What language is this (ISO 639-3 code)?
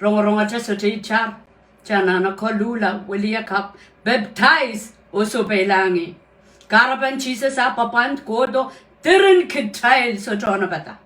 pon